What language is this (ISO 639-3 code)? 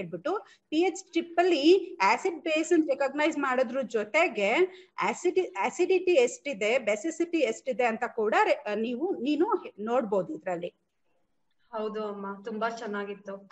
kan